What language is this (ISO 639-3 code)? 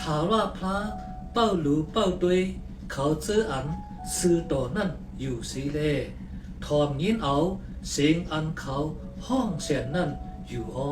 shn